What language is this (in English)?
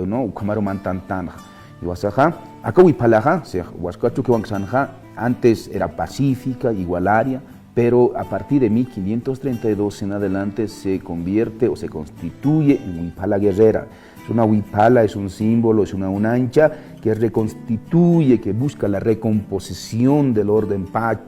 Aymara